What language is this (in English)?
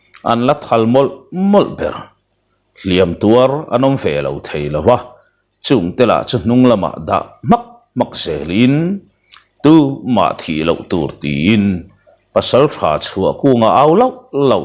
Mizo